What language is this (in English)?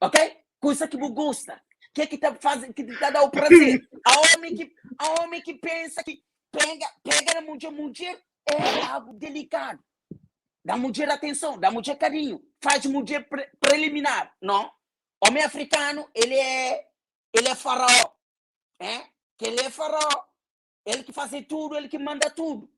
Kabuverdianu